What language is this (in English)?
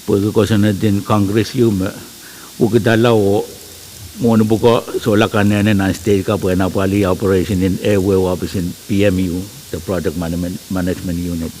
Pohnpeian